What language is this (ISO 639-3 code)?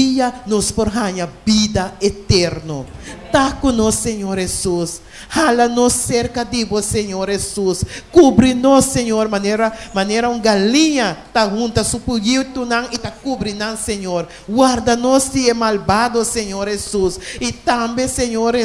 pap